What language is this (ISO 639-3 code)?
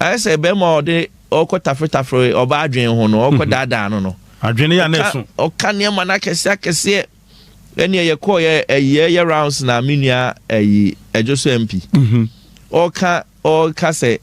aka